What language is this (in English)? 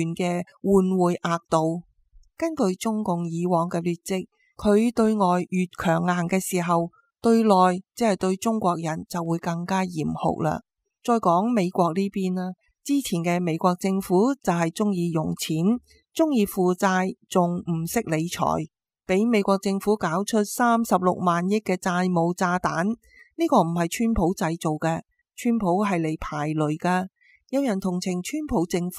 Cantonese